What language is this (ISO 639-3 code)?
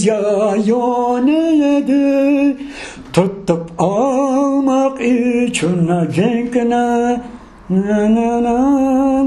crh